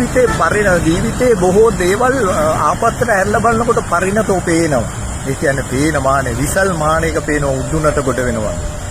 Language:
Sinhala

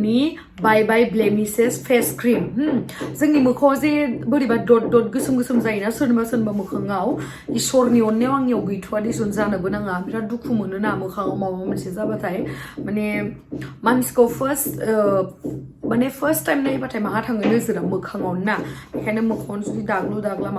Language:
Bodo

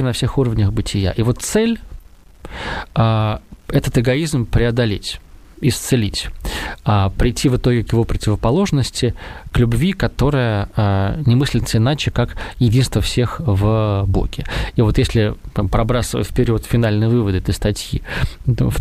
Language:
Russian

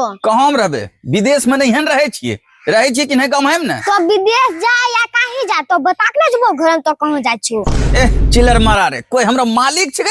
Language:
Angika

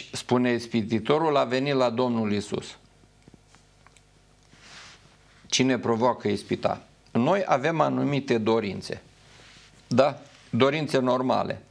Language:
Romanian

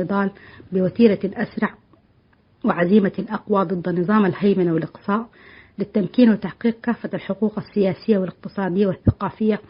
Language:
Tigre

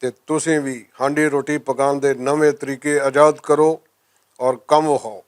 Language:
Western Panjabi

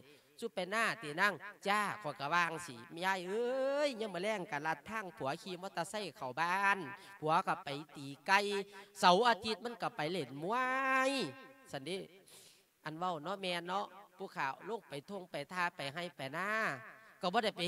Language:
Lao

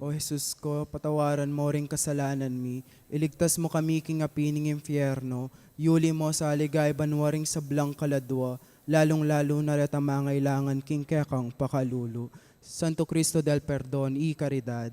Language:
Pampanga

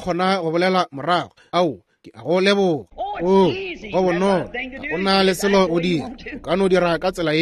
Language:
Northern Sotho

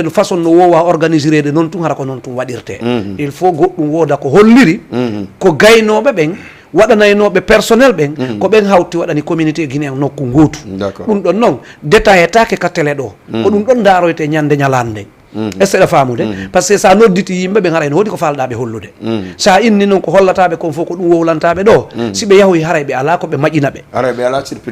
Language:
Fula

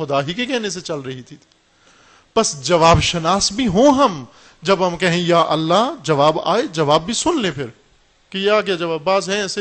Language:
Urdu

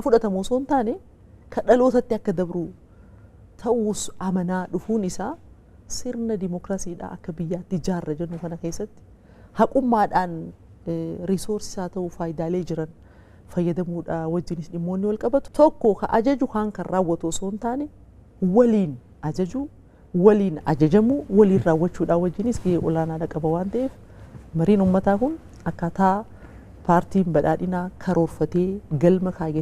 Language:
Oromo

